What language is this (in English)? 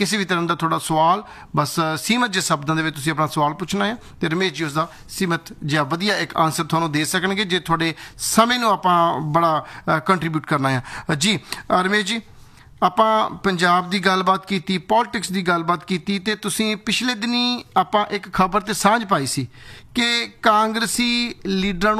Punjabi